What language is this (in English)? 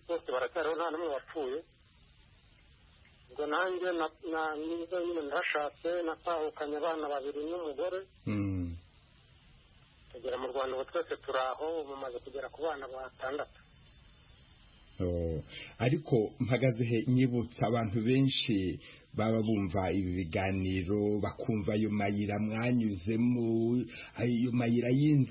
Kinyarwanda